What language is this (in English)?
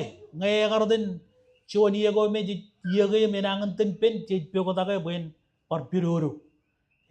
Marshallese